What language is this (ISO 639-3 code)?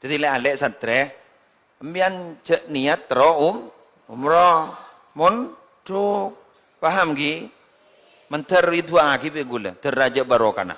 mad